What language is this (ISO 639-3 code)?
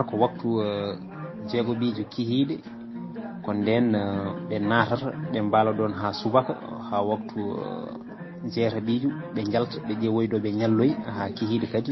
ful